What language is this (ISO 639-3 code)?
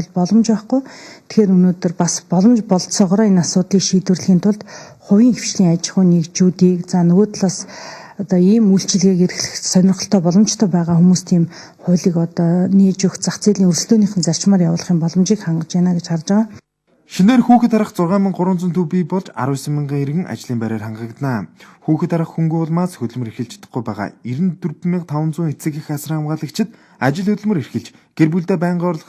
mon